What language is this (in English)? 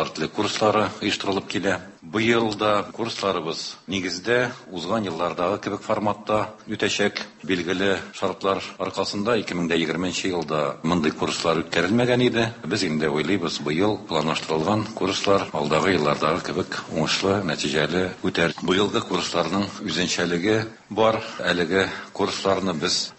Tatar